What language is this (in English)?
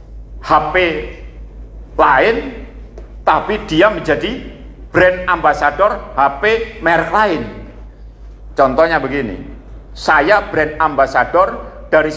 Indonesian